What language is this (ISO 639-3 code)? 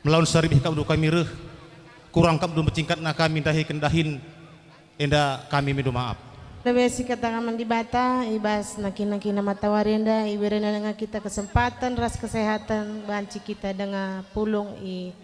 btx